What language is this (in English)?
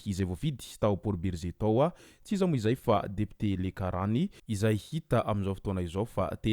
Malagasy